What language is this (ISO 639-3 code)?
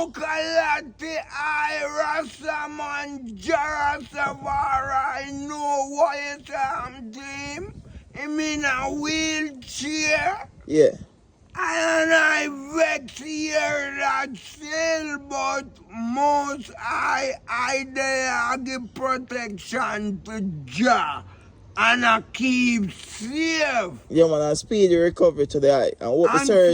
jam